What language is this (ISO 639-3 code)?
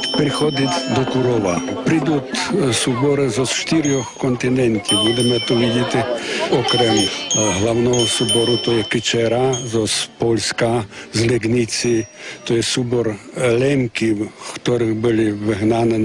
rue